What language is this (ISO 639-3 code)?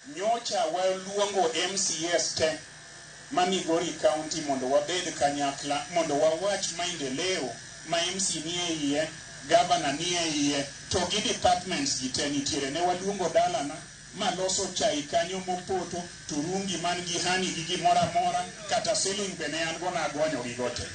luo